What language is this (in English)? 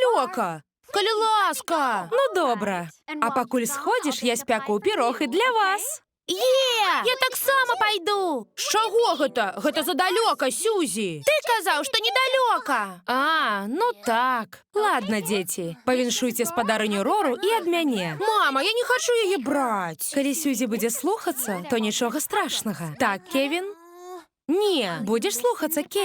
Belarusian